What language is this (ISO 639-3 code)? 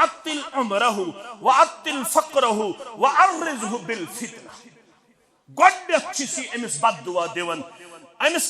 kas